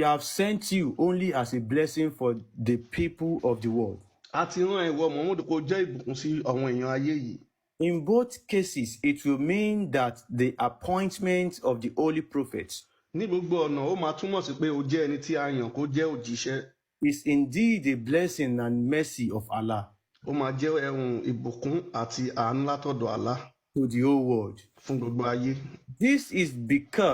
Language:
Yoruba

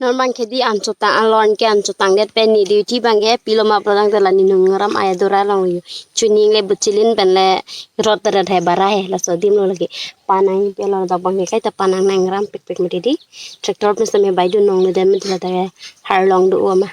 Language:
Karbi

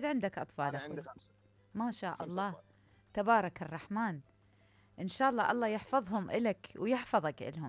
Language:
Mesopotamian Arabic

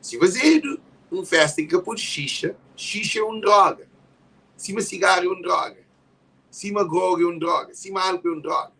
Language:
Kabuverdianu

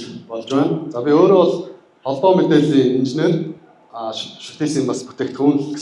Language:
Mongolian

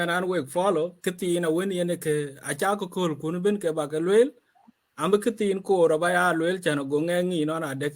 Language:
Dinka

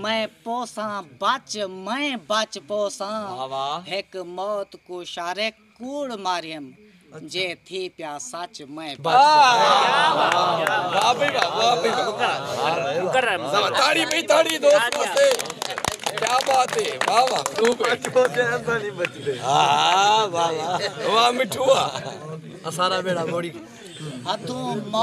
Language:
Saraiki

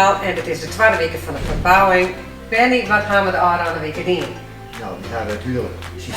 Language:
Western Frisian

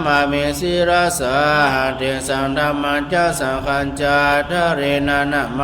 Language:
Pali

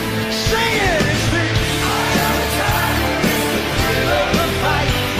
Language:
English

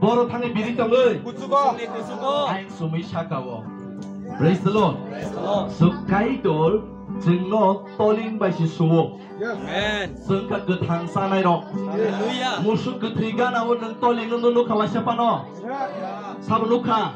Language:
Kok Borok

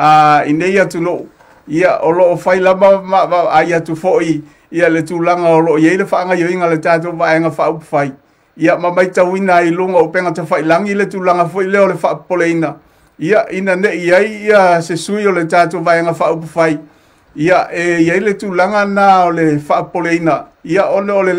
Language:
Samoan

